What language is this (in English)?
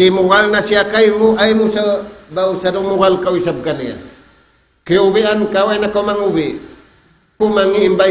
Tausug